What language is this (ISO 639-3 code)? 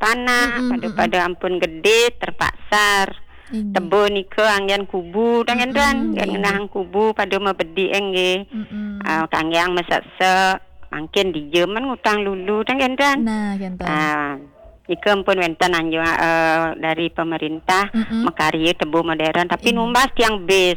ban